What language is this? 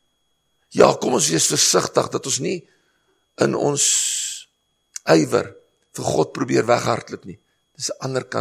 Afrikaans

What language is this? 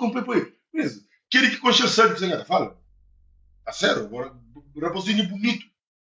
Kabuverdianu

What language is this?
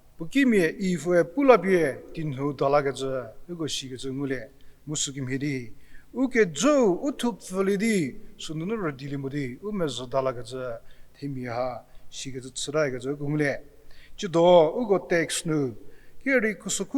Angami Naga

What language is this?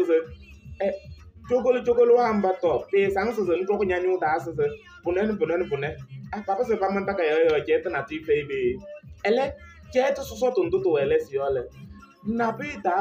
Kabiyè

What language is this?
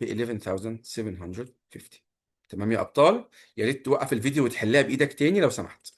Egyptian Arabic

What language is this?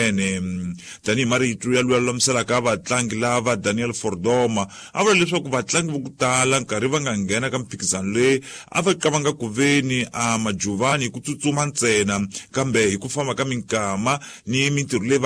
Tsonga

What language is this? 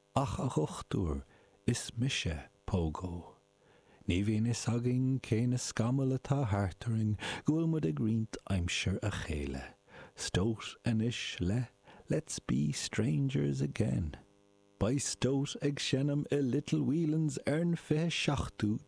Irish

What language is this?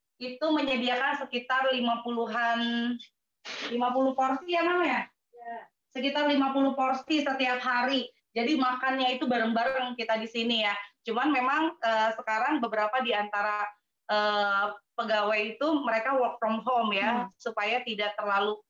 Indonesian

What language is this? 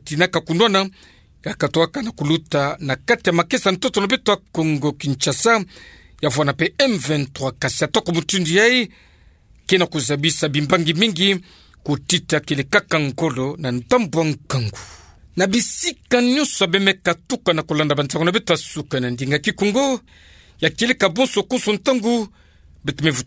Kituba (Democratic Republic of Congo)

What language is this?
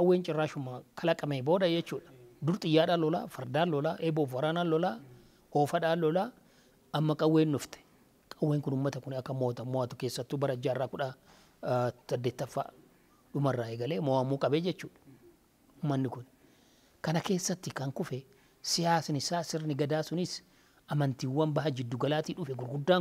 Oromo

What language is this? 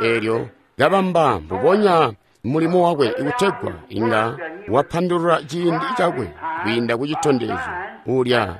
Tonga (Zambia)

